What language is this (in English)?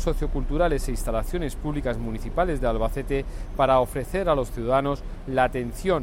Spanish